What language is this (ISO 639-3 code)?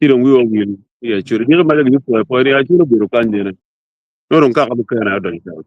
ach